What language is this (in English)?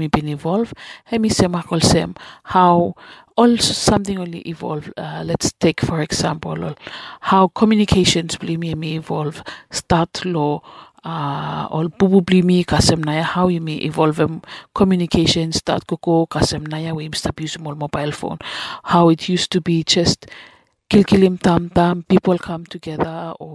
Bislama